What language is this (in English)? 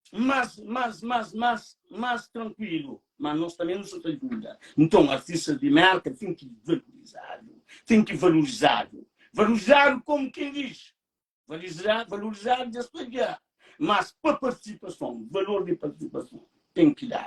Kabuverdianu